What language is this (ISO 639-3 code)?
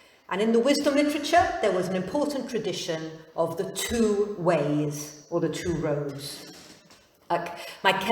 cym